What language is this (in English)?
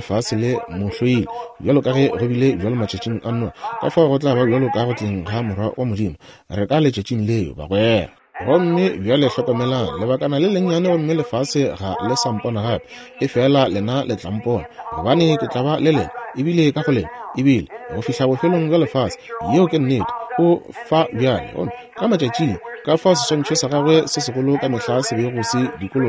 Northern Sotho